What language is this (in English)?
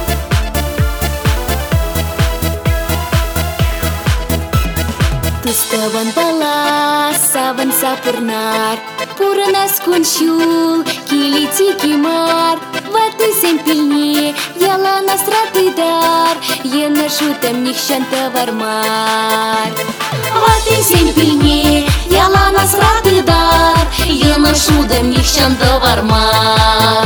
Chuvash